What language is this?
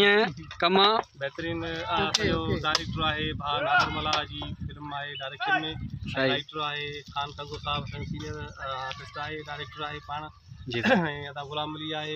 Sindhi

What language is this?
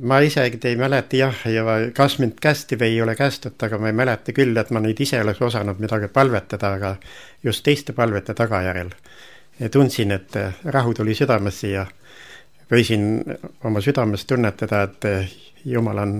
Estonian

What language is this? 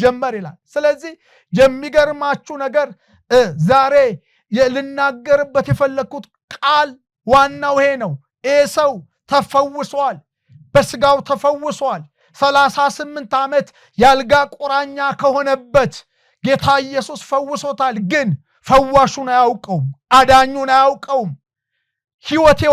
Amharic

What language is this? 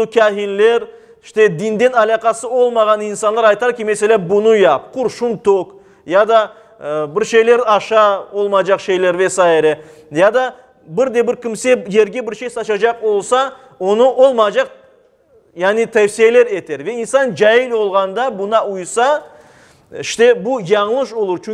Crimean Tatar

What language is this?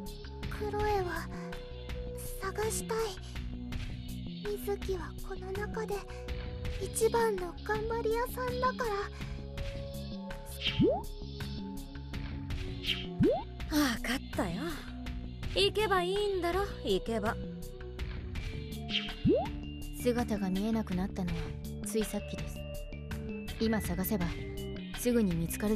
Japanese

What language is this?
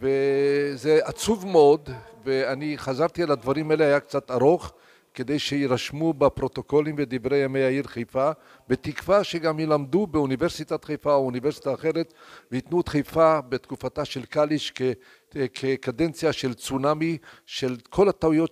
Hebrew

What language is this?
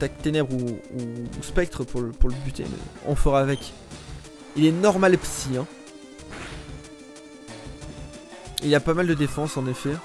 French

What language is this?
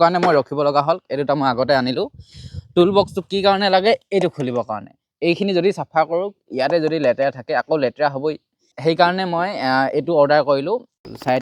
Assamese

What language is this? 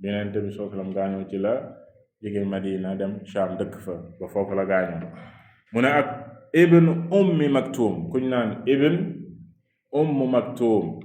Wolof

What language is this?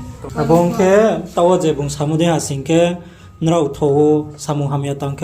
Riang (India)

